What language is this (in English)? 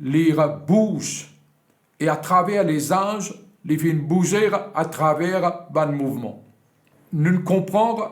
Morisyen